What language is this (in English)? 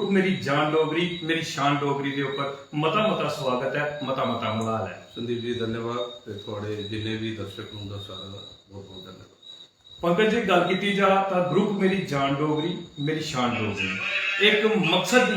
Dogri